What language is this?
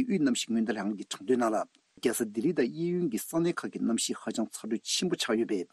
Tibetan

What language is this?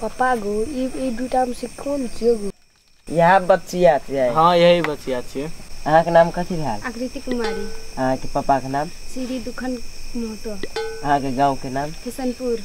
Maithili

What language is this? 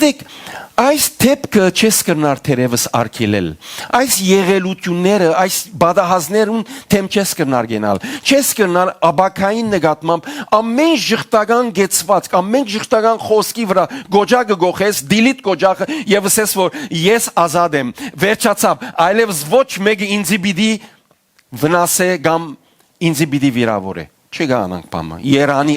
Western Armenian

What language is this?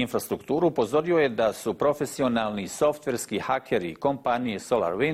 Bosnian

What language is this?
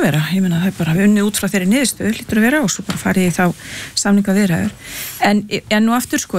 Icelandic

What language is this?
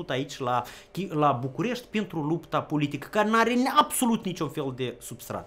Romanian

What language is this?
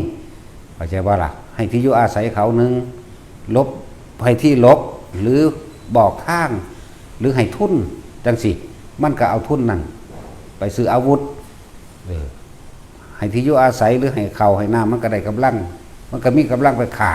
Northeastern Thai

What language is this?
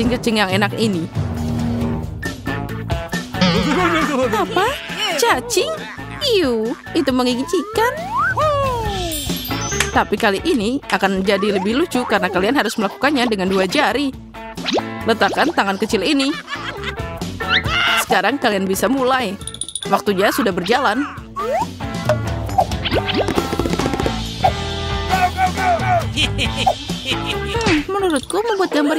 Indonesian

